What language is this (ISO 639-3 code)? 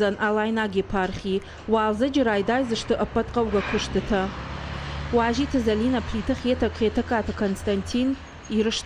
oss